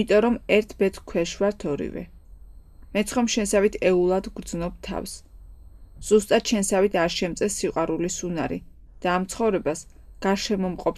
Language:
Georgian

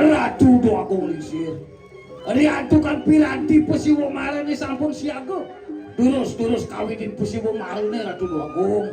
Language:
Balinese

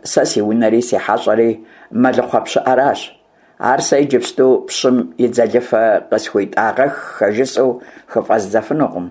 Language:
Kabardian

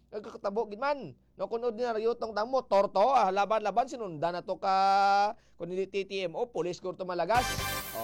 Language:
Hiligaynon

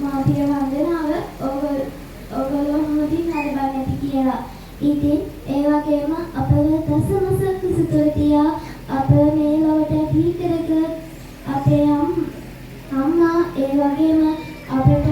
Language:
Sinhala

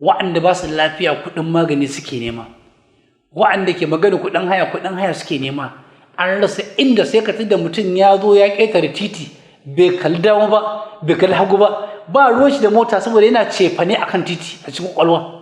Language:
Hausa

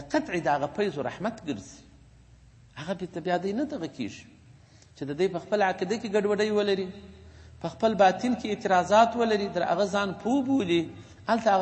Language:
Pashto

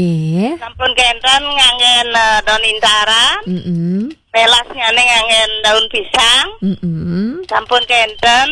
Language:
Balinese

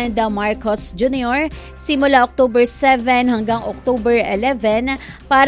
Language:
Filipino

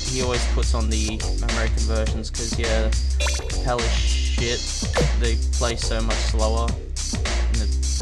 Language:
English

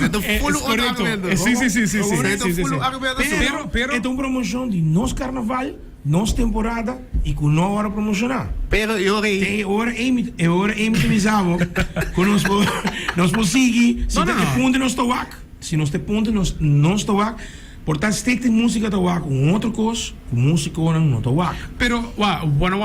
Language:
Papiamento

